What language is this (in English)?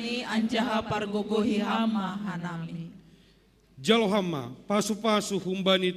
Batak Simalungun